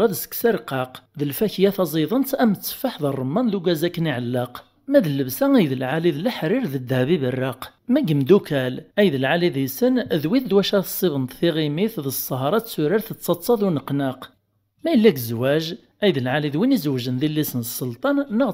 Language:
Kabyle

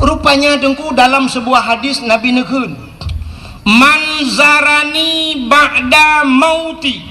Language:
Achinese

